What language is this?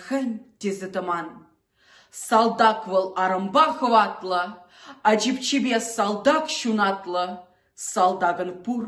Chuvash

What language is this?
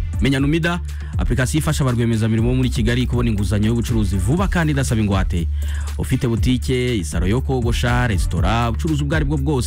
Kinyarwanda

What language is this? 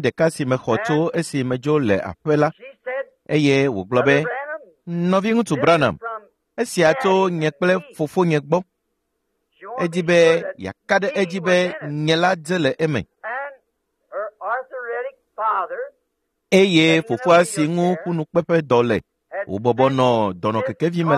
Ewe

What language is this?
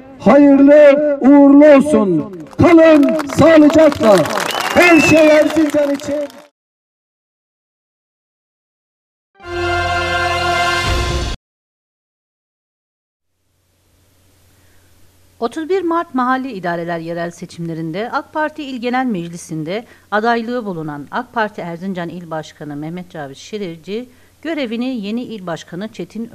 Turkish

